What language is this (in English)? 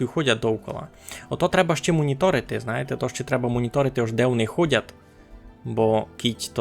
Rusyn